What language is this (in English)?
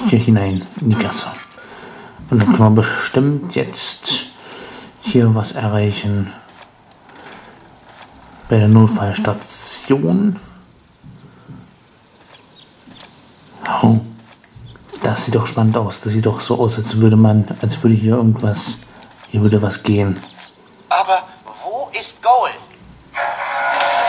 German